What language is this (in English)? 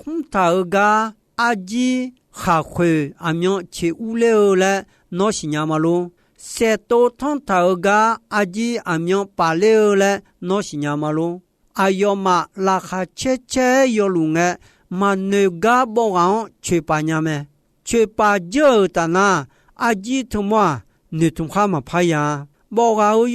Akha